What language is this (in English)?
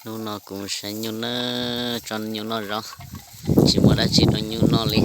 Hmong